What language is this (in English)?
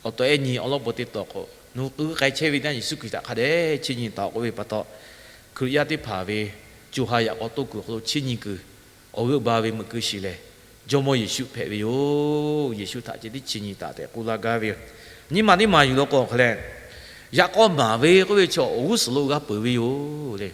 Lahu